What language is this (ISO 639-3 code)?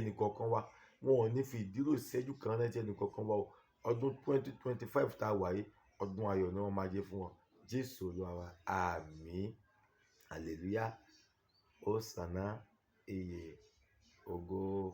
yor